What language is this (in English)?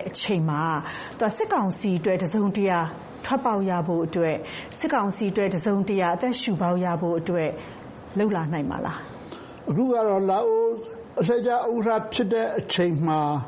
Burmese